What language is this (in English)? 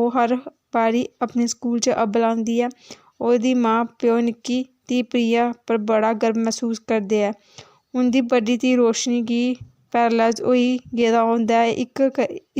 Dogri